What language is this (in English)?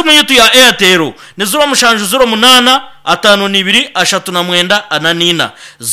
Nyankole